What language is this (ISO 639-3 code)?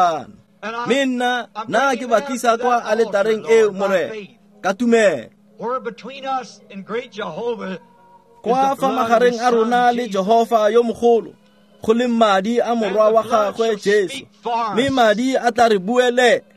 tsn